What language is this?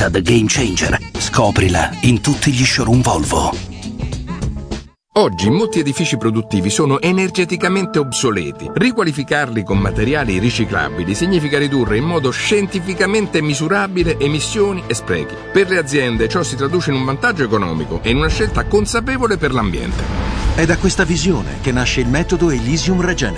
Italian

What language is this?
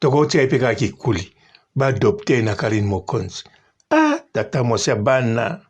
Lingala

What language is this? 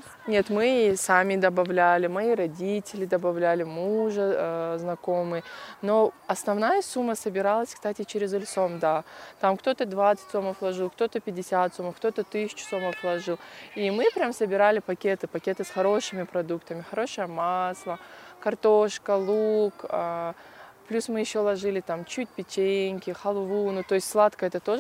Russian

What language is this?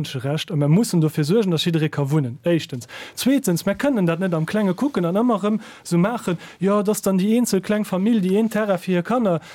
Luxembourgish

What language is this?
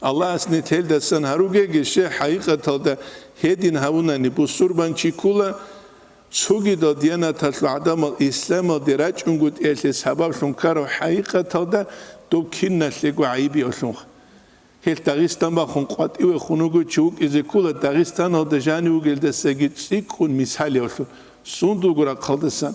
Avaric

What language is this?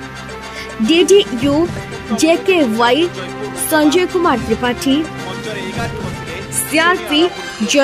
Odia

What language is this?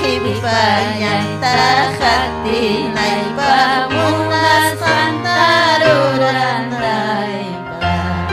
Ayacucho Quechua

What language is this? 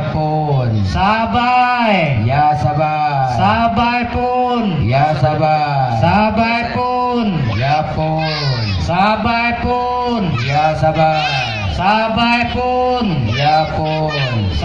Achinese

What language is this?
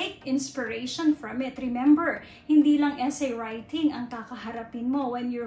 Filipino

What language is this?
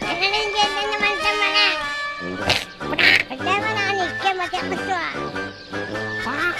Yakut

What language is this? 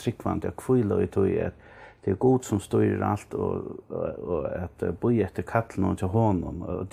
Faroese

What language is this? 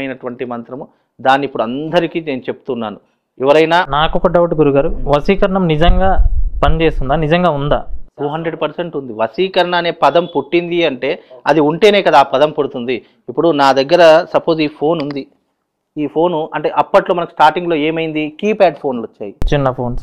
Telugu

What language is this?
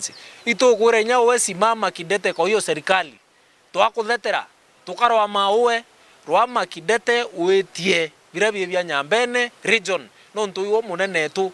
Meru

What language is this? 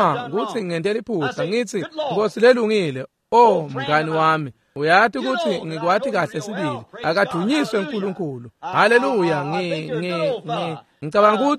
Swati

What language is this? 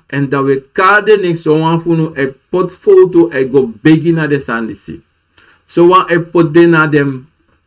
Sranan Tongo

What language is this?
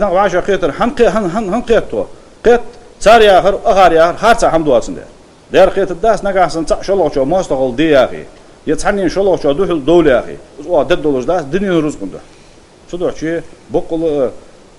Ingush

